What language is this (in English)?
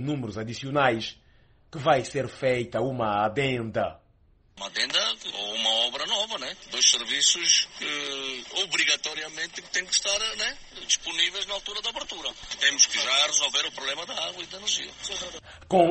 Portuguese